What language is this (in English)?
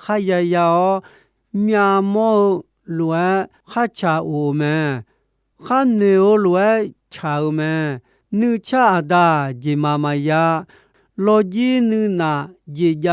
Akha